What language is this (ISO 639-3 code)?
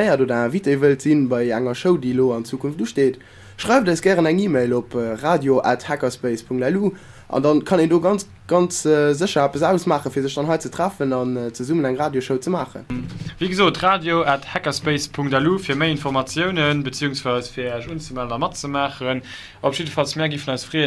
ltz